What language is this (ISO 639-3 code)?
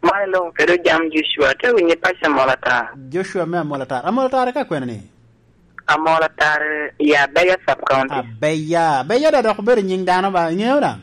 laj